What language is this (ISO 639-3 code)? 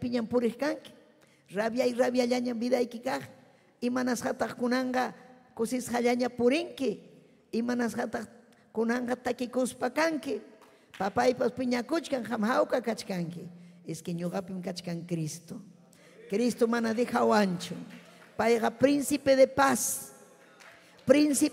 quy